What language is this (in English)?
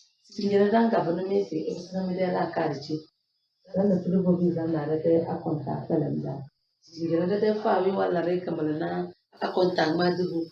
Tem